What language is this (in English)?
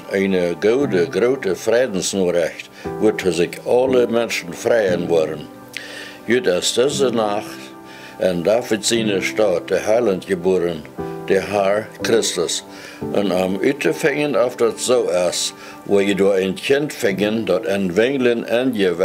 Plautdietsch